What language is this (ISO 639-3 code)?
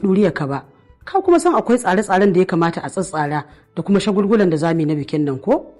hau